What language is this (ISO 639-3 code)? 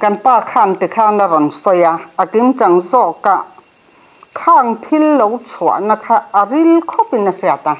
lus